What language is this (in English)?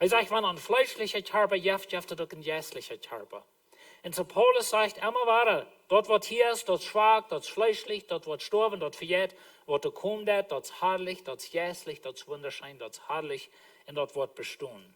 Plautdietsch